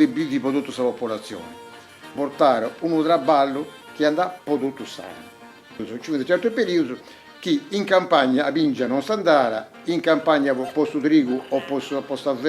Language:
Sardinian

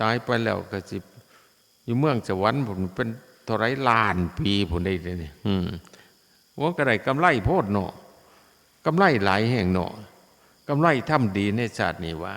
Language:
Northeastern Thai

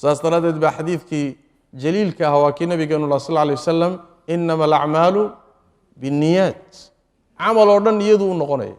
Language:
Somali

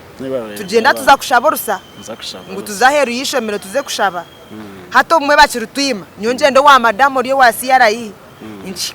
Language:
Nyankole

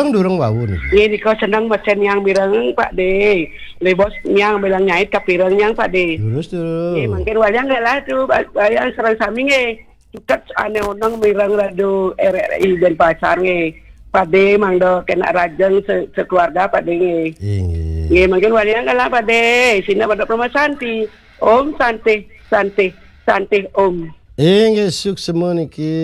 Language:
Balinese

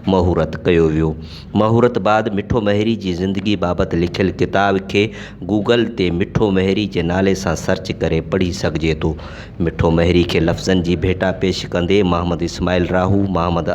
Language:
Sindhi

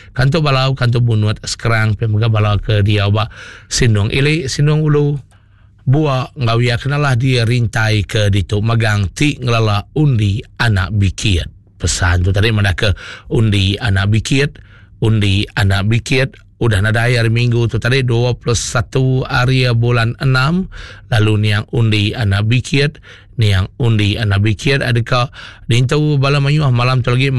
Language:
Iban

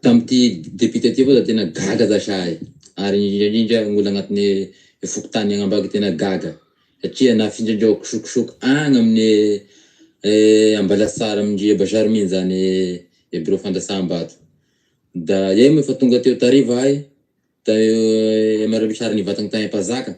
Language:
Malagasy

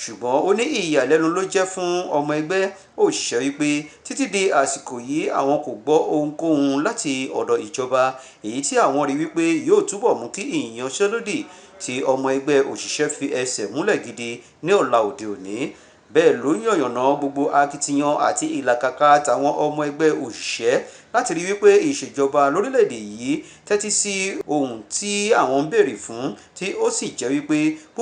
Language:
Yoruba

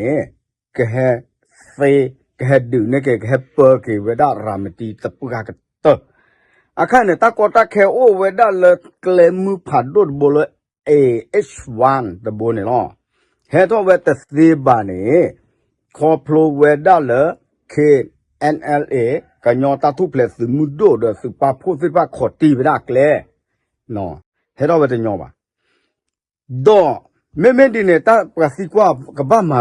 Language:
S'gaw Karen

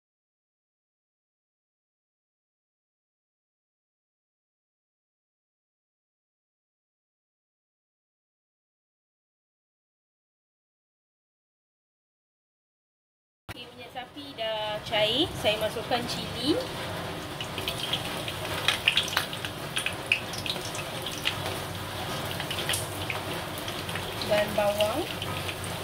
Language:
Malay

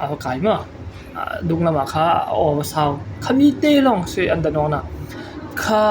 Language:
Falam Chin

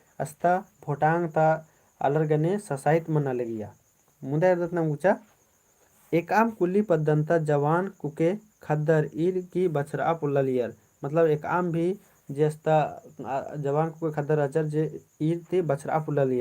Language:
Kurukh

